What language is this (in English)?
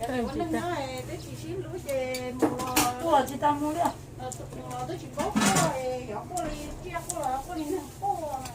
Hmong